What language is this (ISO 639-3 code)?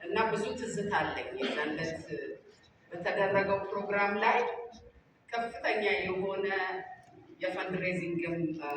amh